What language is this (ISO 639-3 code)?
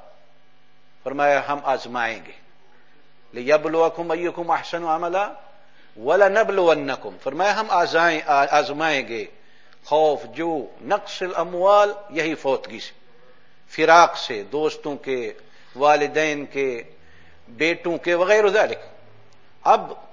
urd